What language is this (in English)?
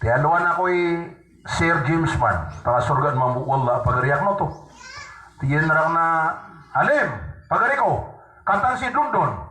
Maranao